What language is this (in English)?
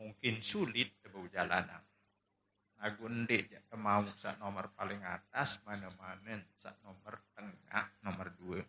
Sasak